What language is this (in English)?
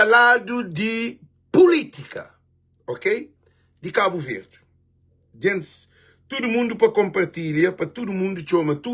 Kabuverdianu